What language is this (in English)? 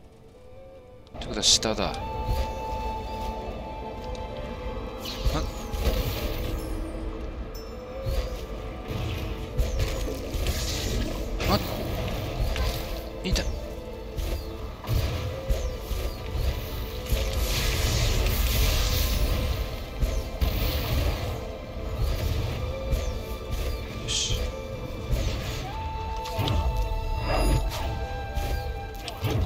Japanese